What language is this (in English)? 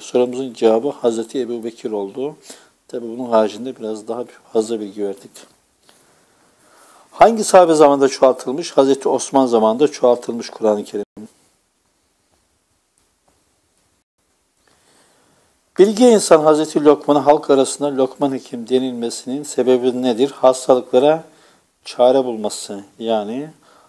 Turkish